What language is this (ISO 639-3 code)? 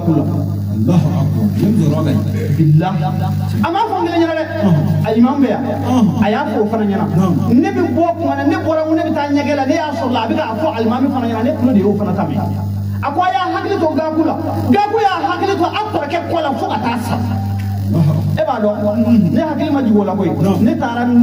bam